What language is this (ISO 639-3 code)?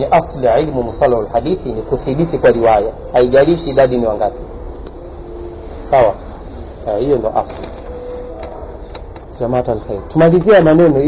swa